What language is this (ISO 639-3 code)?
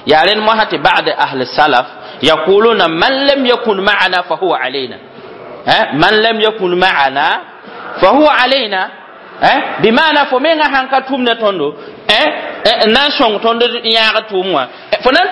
mos